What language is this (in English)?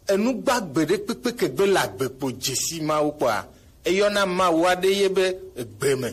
Gen